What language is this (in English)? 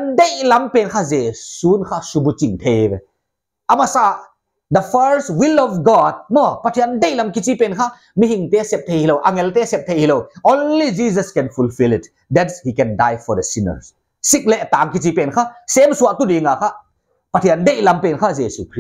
Paite Chin